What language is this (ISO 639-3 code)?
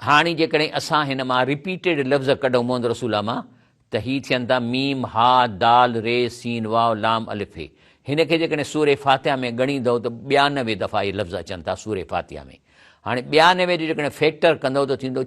snd